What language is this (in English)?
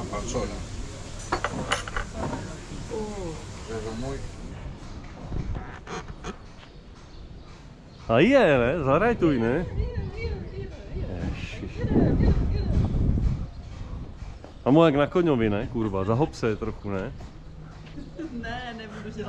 Czech